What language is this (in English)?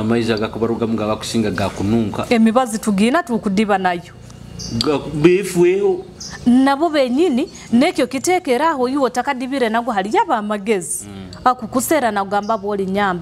Nyoro